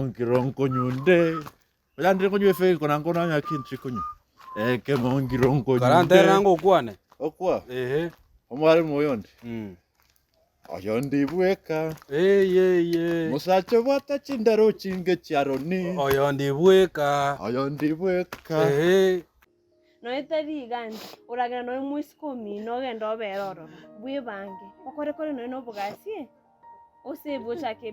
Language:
Gusii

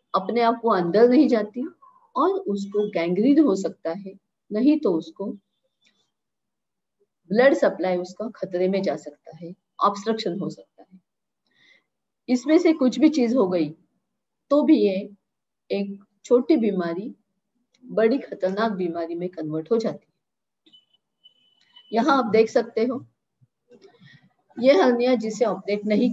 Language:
Hindi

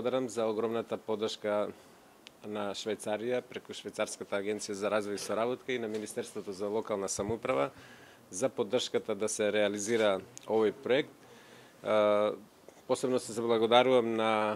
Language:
Macedonian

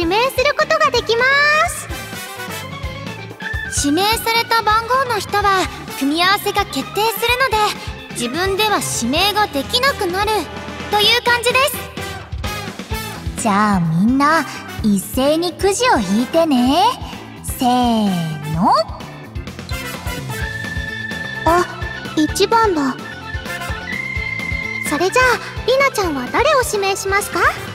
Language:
Japanese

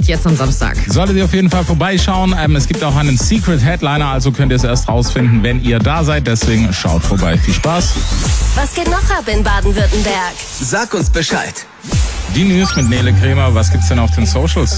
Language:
German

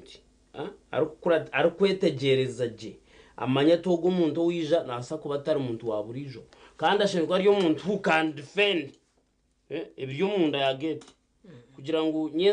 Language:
Nyankole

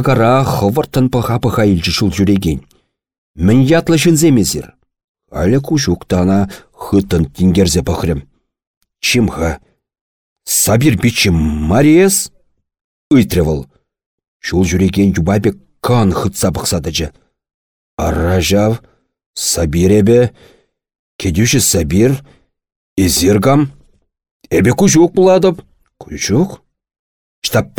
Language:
Chuvash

